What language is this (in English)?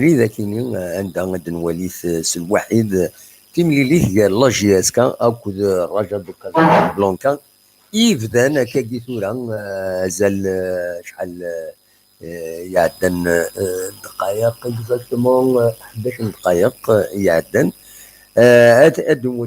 Kabyle